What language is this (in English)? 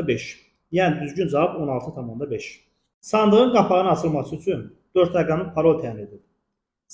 Azerbaijani